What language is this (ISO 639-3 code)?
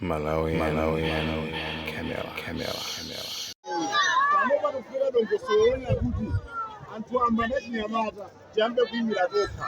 nya